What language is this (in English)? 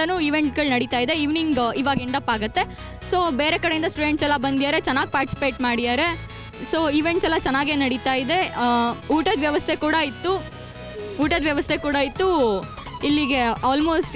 Kannada